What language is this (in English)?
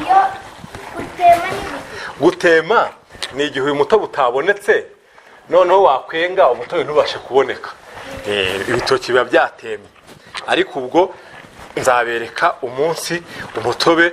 Kinyarwanda